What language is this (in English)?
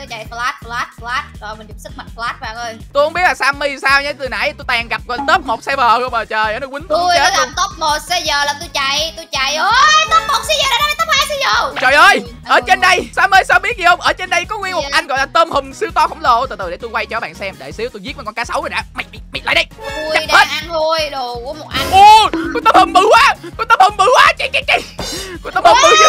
Vietnamese